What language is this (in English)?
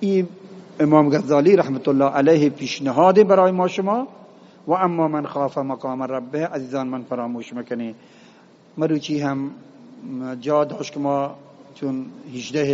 Eastern Balochi